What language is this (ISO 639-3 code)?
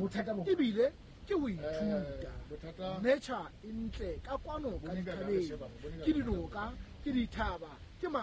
sot